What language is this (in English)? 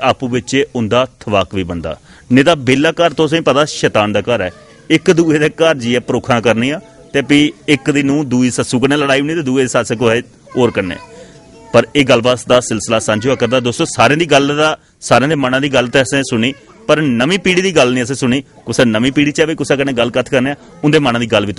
Dogri